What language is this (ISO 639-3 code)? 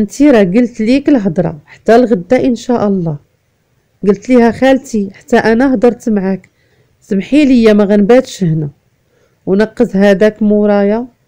ary